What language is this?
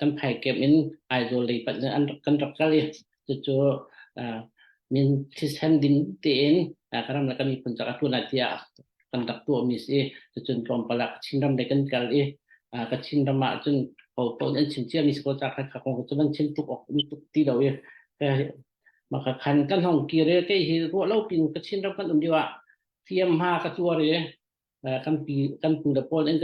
Hakha Chin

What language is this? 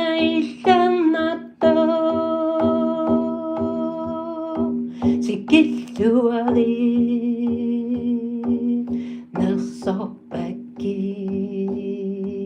Kalaallisut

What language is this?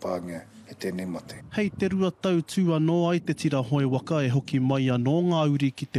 Māori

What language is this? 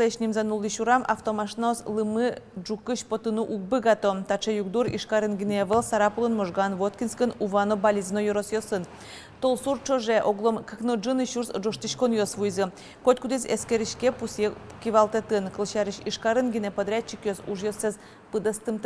Udmurt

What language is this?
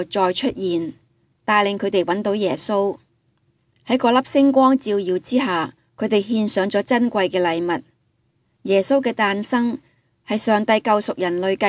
Cantonese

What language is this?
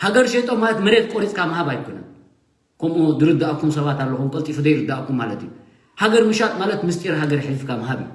Tigrinya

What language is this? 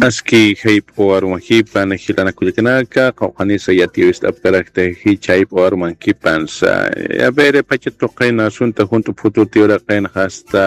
Aymara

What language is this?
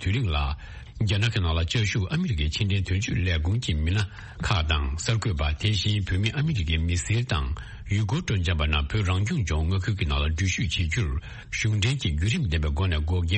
Tibetan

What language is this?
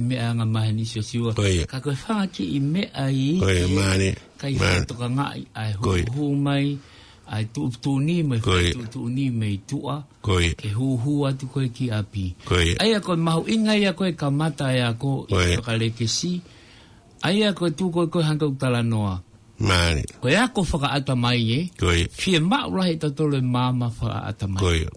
Tongan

